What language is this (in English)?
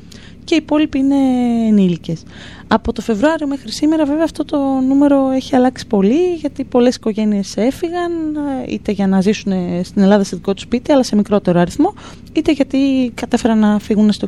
Greek